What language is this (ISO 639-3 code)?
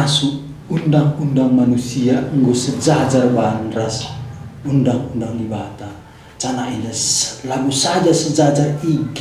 btx